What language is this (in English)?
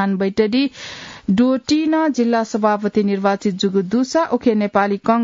Newari